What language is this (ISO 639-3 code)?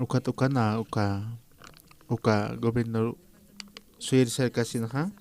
aym